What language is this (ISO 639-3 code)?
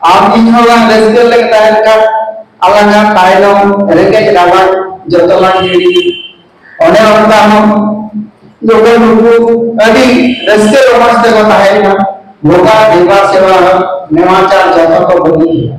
sat